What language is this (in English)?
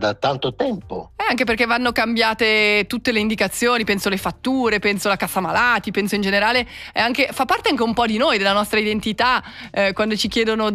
Italian